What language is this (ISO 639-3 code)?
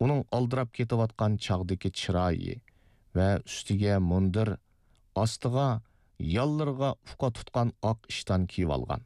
uig